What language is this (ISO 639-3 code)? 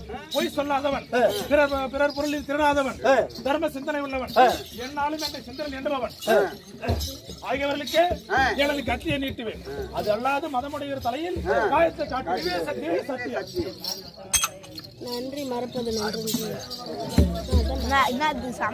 tam